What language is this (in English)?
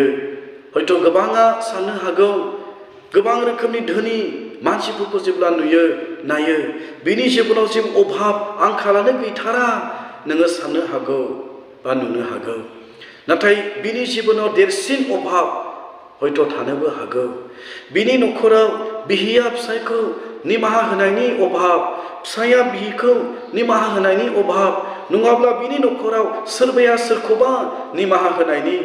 Bodo